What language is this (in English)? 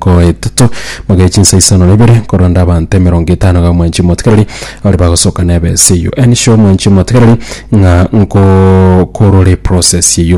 Gusii